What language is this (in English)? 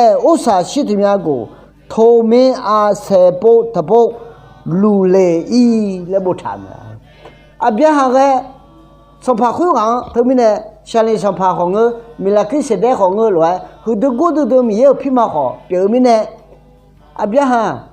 Akha